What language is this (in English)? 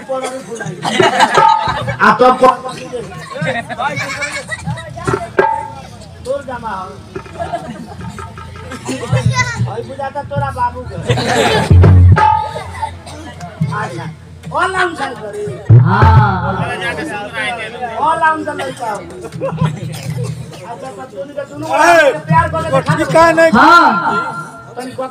Bhojpuri